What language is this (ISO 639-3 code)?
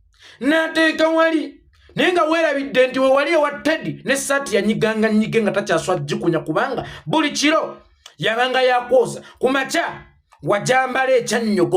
lug